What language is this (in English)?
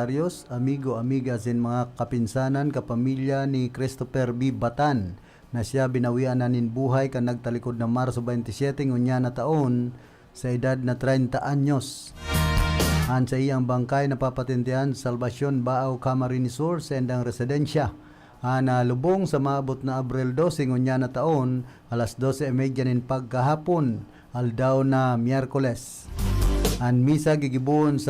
Bikol